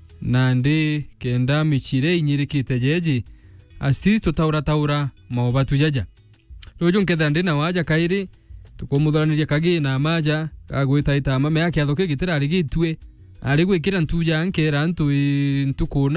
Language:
Meru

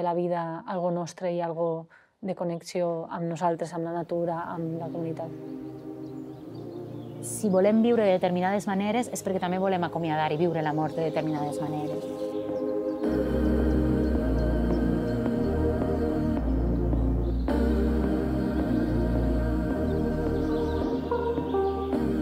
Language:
Catalan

